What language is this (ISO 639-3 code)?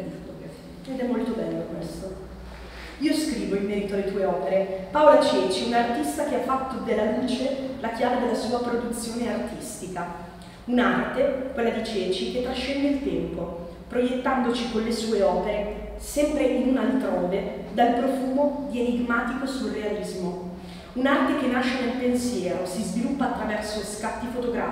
ita